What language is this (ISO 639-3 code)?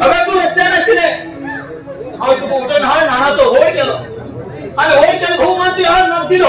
kok